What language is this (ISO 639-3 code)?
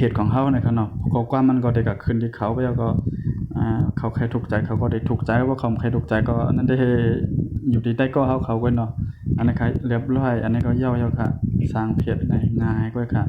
shn